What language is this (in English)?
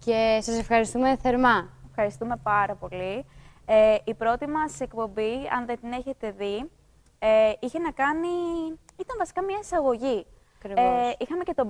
Greek